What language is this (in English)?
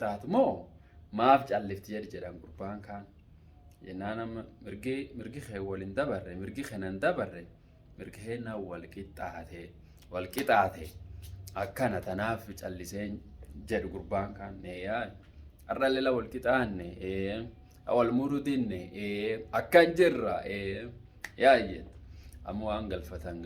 Oromo